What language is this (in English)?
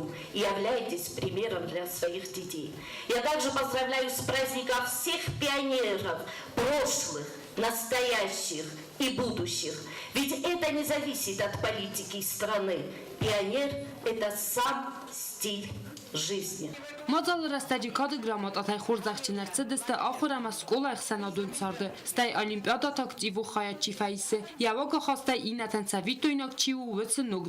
Ossetic